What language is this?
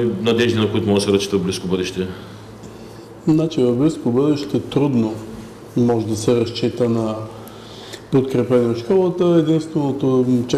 Bulgarian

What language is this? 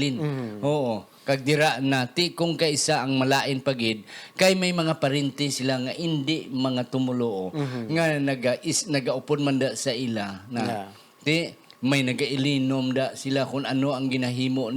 Hiligaynon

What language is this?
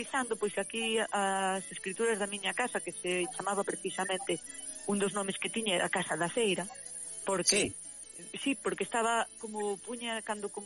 Galician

